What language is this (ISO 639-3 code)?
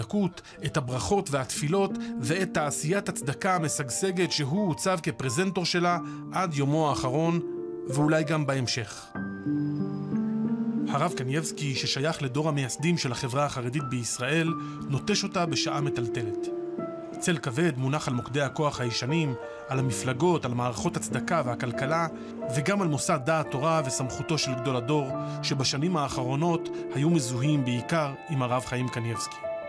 heb